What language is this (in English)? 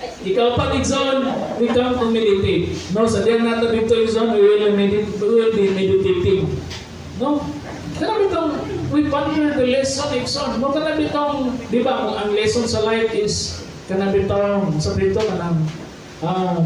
Cebuano